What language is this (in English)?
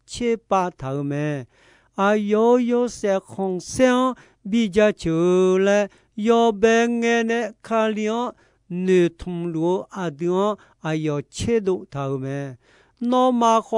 Akha